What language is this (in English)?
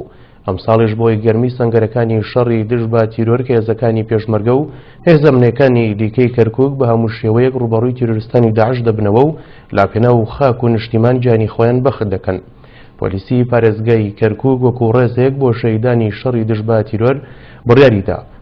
Central Kurdish